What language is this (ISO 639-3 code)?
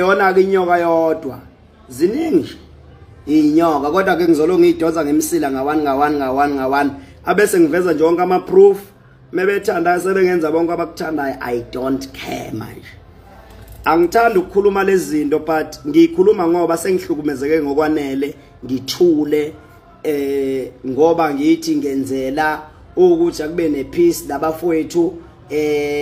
zul